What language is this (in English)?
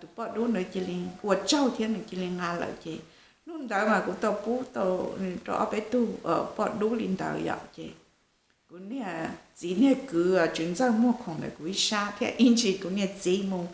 Hmong